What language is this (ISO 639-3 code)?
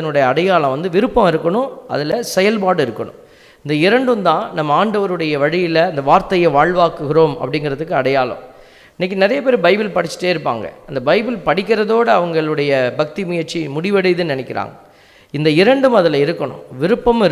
tam